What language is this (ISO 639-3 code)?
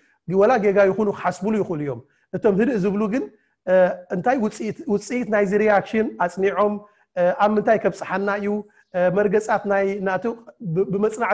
tir